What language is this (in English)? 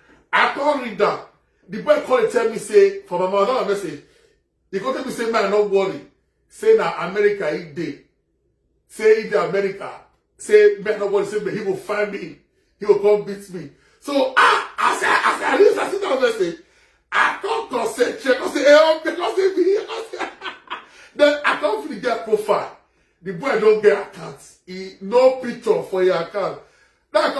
Nigerian Pidgin